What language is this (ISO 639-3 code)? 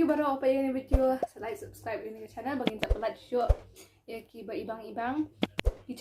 kha